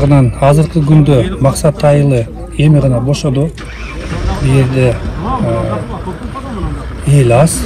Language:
Kyrgyz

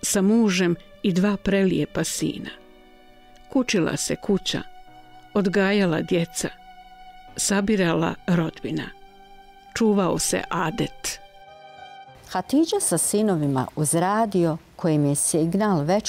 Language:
Bosnian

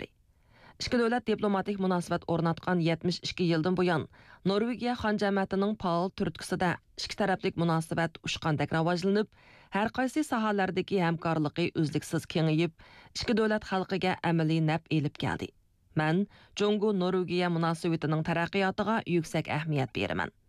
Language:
Uyghur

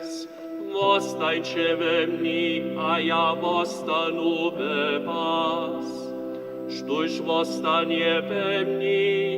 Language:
Upper Sorbian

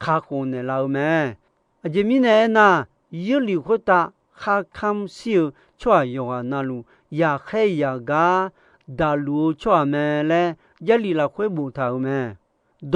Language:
Akha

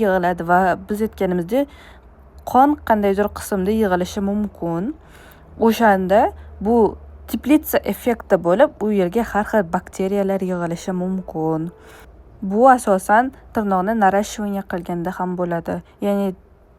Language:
Uzbek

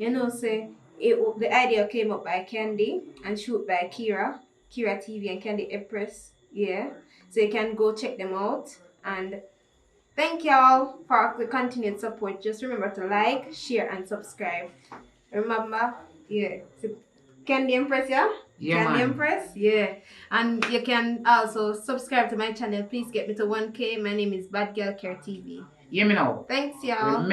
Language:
Jamaican Creole English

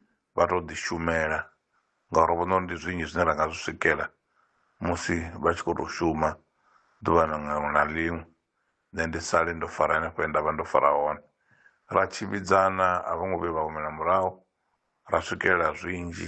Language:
Venda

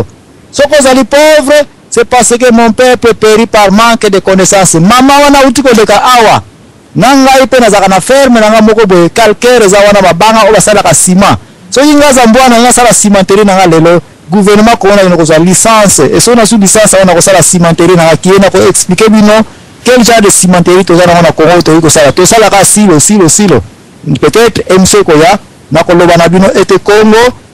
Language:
Lingala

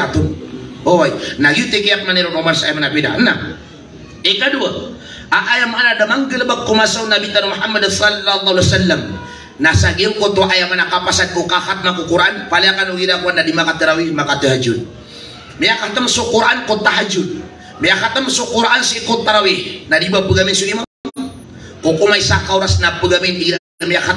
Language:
Maranao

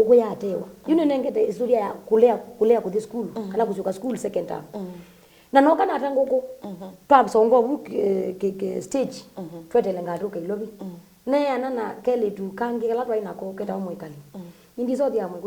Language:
Kamba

